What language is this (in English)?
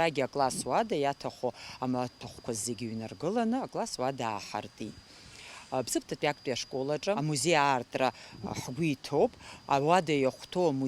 Abkhazian